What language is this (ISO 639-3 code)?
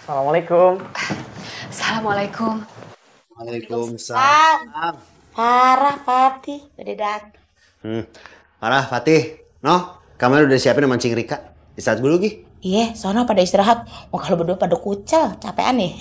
bew